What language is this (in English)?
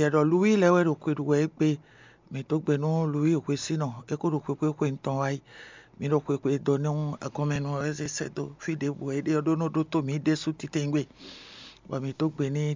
Fon